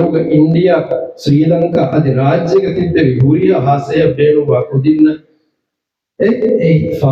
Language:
Divehi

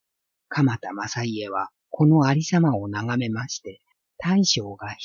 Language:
Japanese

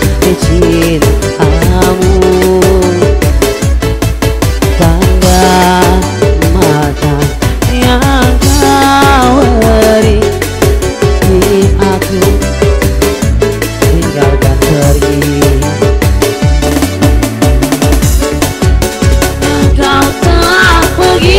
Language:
Indonesian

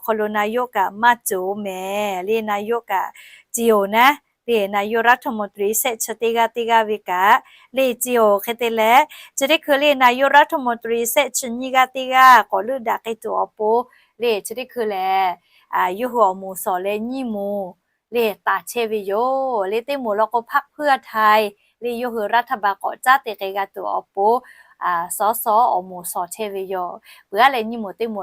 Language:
Lahu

